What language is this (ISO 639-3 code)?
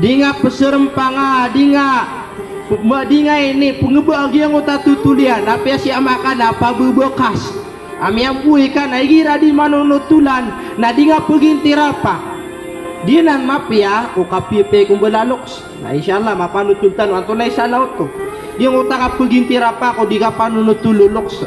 mrw